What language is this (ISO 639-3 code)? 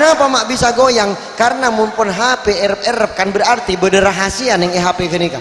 mad